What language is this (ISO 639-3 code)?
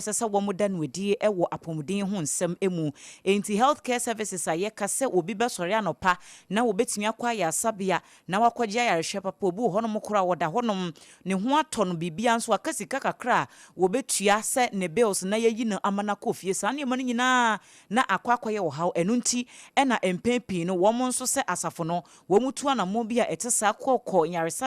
aka